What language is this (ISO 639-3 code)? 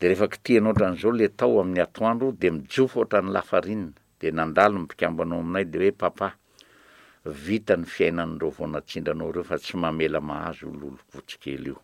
mlg